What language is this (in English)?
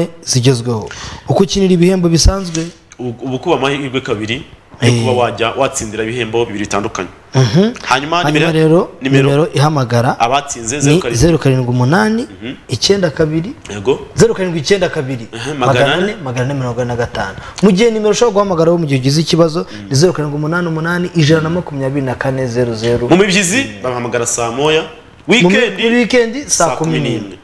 Kinyarwanda